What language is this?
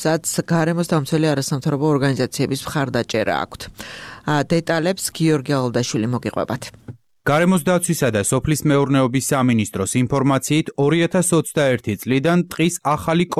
Georgian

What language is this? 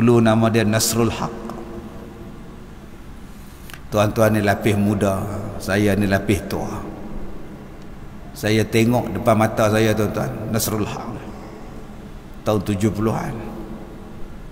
Malay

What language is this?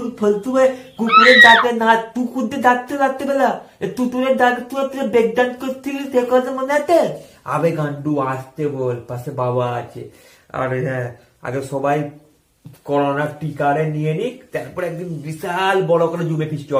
Bangla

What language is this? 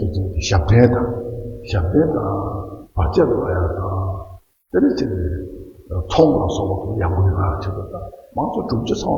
Tibetan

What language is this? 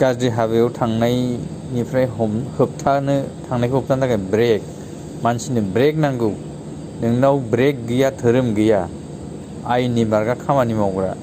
Bodo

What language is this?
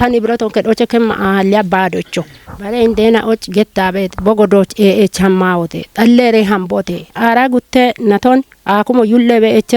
Kafa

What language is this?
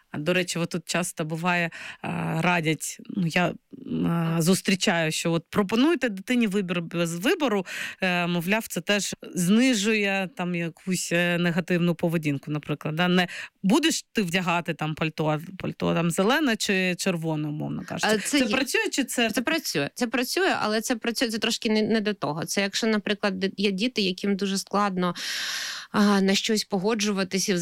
Ukrainian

